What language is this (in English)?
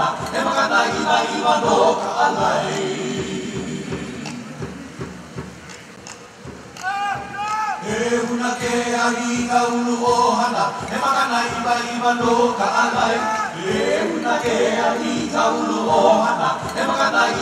Hawaiian